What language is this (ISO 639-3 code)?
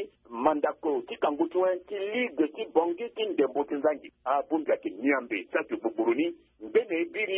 sag